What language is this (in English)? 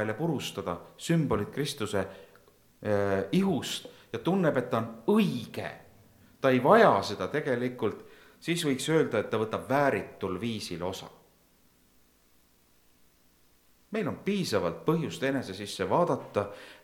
Estonian